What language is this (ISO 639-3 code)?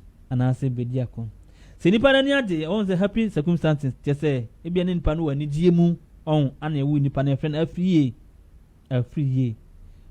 aka